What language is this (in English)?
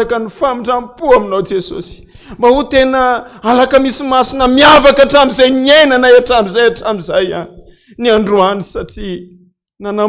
Malagasy